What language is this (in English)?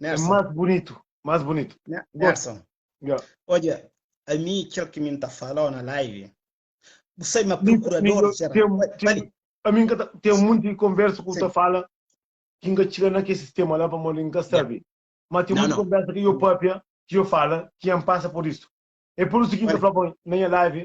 Kabuverdianu